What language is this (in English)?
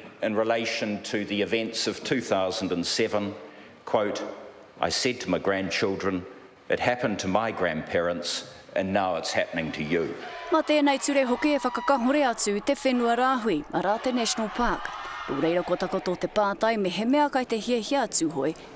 Māori